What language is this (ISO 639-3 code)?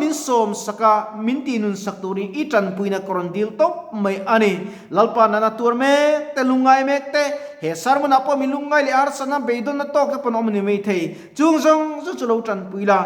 lus